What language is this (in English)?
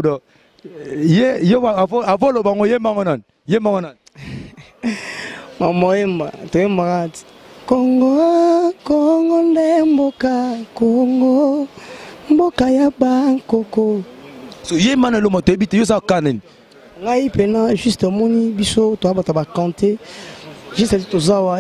Lingala